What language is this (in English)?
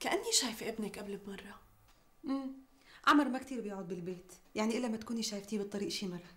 North Levantine Arabic